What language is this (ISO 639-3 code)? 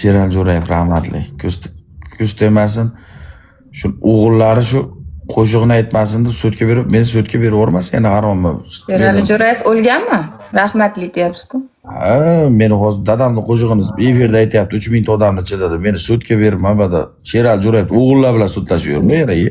uzb